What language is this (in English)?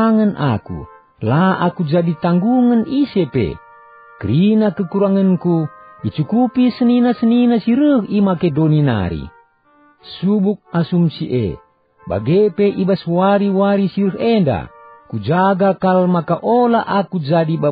Batak Karo